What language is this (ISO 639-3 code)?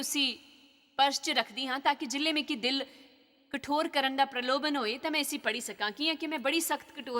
doi